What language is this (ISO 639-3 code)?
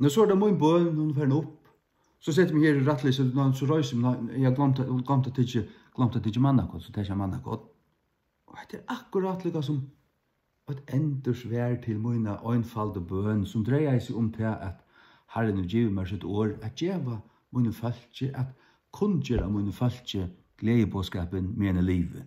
fao